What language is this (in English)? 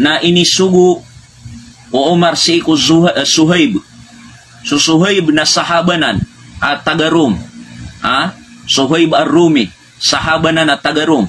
Maranao